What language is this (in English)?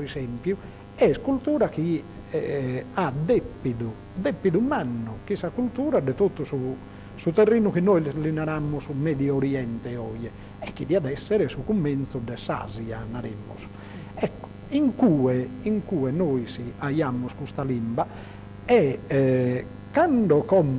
Sardinian